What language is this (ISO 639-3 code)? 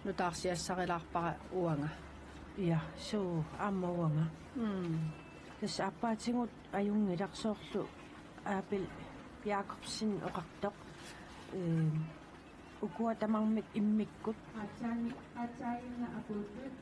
kal